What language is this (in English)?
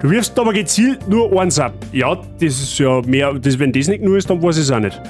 Bavarian